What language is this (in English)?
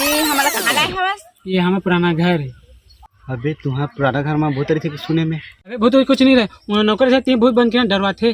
Chhattisgarhi